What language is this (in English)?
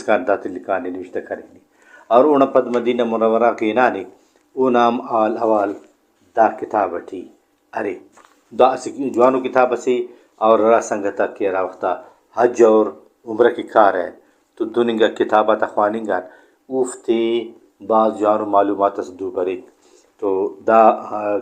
Brahui